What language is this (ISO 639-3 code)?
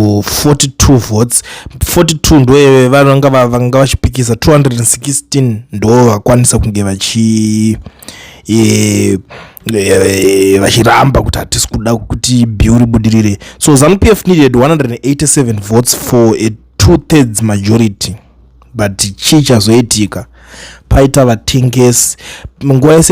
sna